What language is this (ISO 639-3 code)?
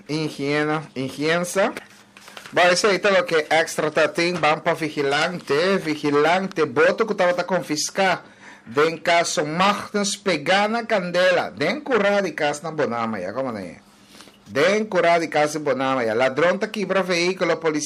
pap